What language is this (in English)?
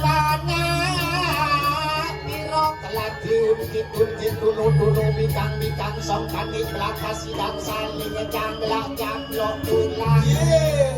Balinese